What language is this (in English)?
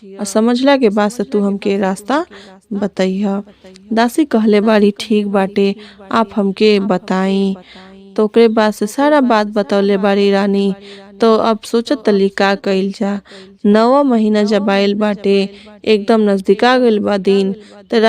Bhojpuri